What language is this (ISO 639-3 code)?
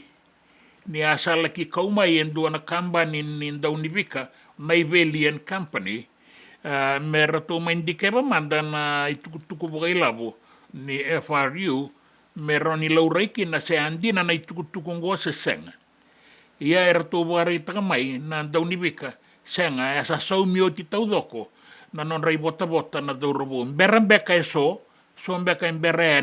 fij